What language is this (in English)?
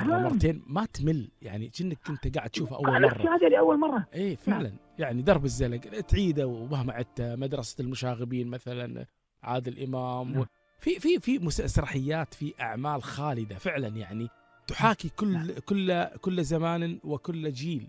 Gulf Arabic